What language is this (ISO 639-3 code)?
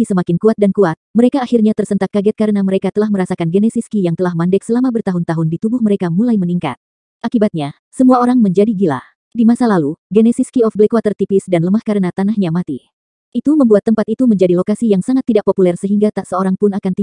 ind